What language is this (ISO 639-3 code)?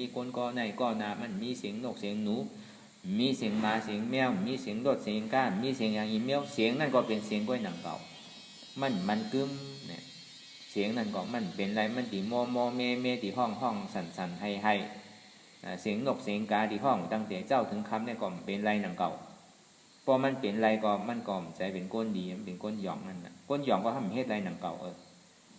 shn